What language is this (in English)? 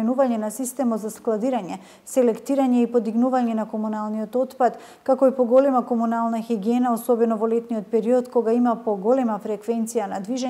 Macedonian